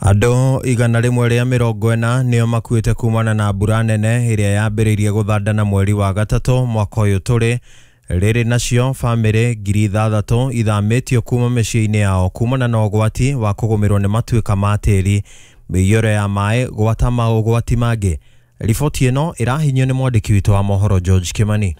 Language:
Kikuyu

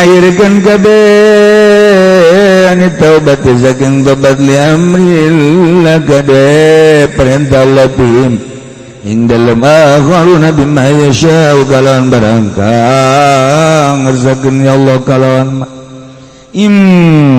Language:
Sundanese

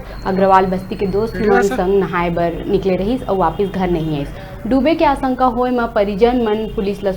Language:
Chhattisgarhi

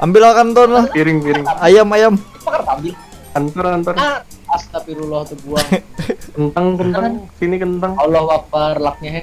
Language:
Banjar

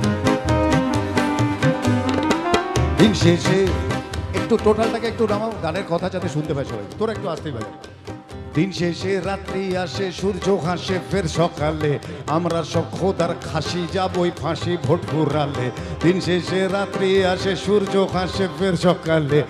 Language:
Bangla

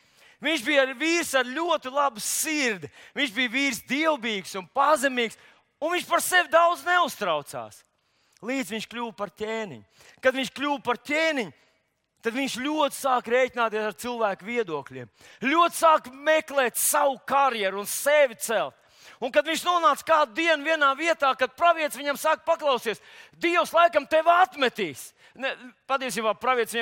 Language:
Latvian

